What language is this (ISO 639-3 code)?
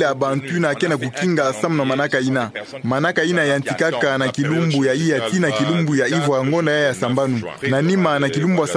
ktu